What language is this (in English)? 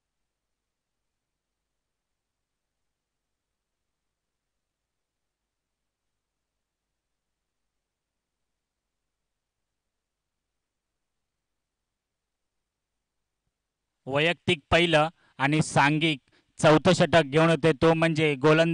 Marathi